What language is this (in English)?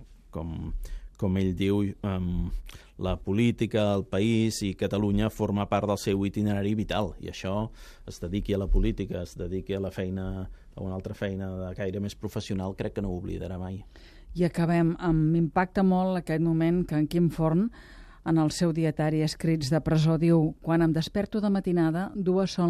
Catalan